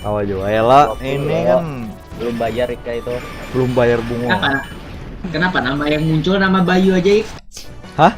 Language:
Banjar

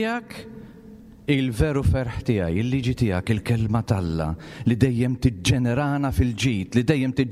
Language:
Maltese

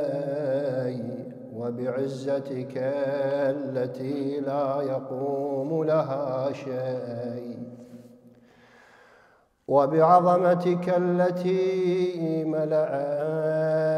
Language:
Arabic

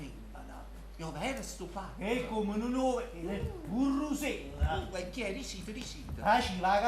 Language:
Neapolitan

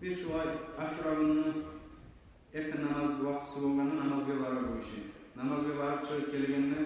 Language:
Kumyk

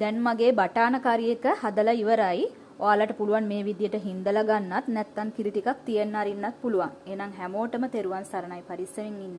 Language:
Sinhala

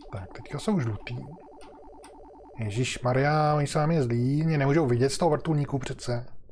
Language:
Czech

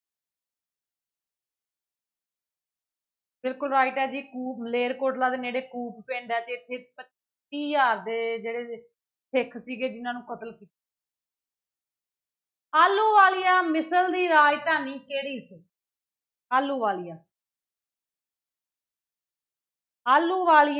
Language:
Punjabi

